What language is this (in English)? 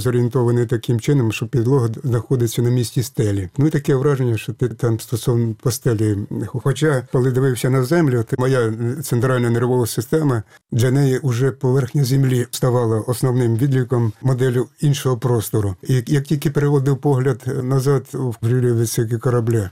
Ukrainian